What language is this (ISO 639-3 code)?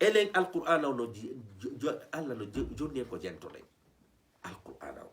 ful